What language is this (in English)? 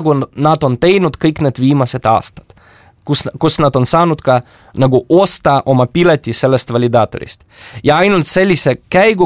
Estonian